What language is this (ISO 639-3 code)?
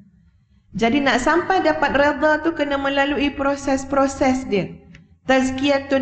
msa